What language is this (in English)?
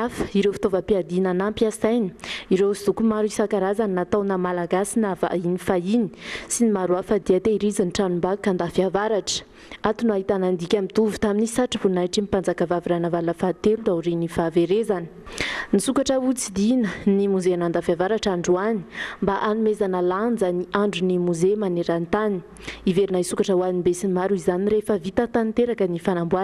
Malagasy